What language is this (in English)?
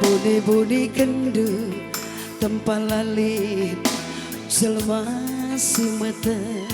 Batak Karo